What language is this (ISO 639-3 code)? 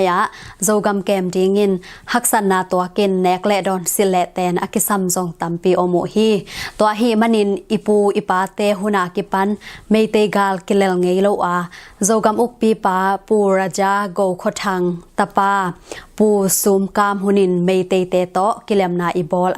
ctd